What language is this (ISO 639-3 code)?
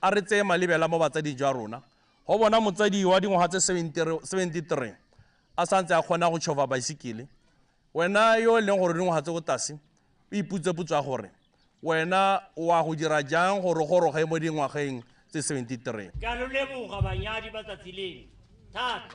tsn